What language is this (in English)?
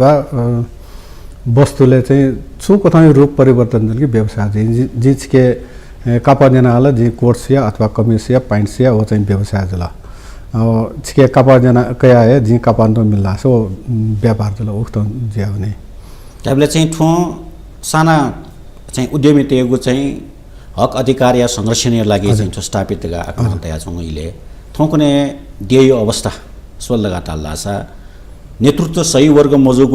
Newari